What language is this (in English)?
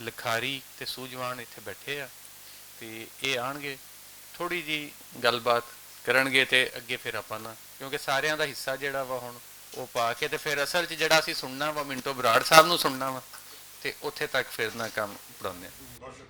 Western Panjabi